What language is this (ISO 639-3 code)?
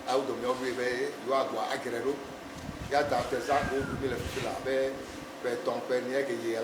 ewe